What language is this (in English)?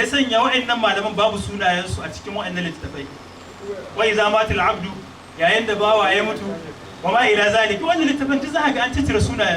Hausa